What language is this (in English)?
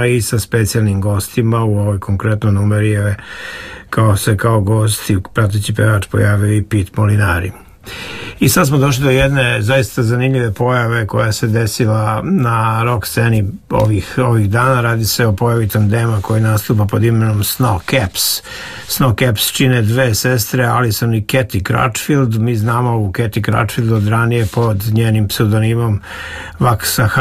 Serbian